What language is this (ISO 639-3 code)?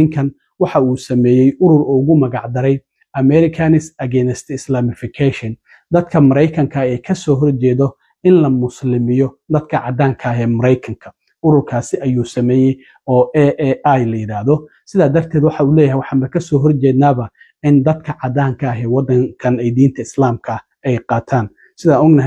som